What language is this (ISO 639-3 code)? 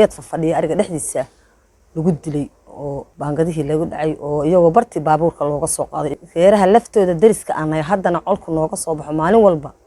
som